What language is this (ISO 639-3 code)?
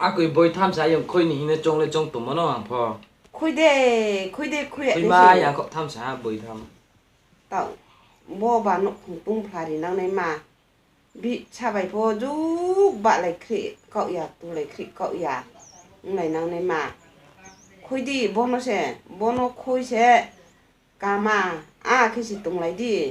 ria